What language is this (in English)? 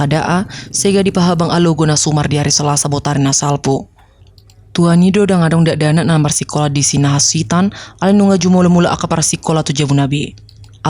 Batak Toba